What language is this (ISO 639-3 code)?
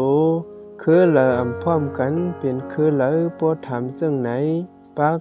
shn